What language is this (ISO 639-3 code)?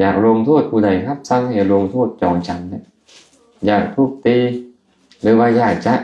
lao